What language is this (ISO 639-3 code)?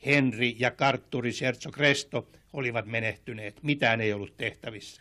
fin